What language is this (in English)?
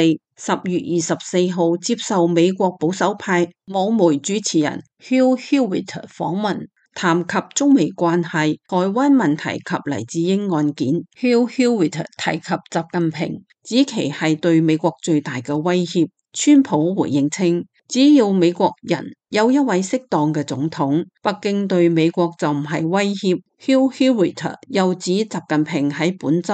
Cantonese